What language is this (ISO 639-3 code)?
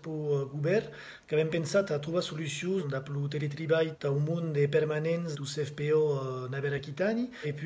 oci